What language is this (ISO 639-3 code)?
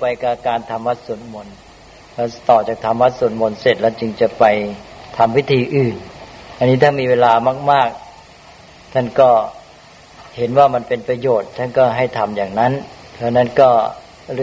tha